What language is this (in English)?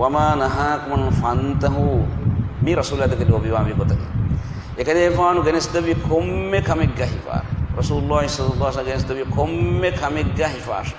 Divehi